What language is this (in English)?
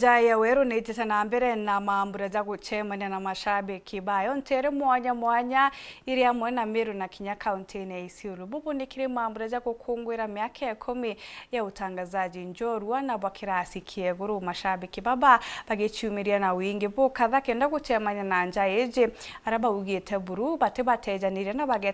Meru